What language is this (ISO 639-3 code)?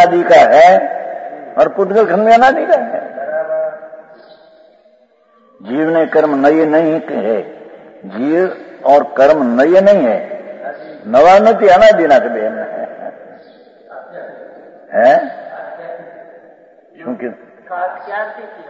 guj